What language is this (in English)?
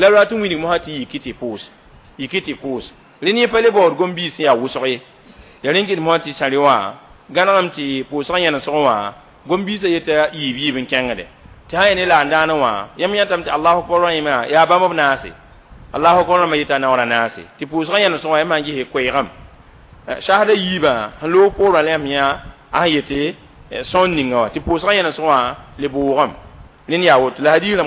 Mossi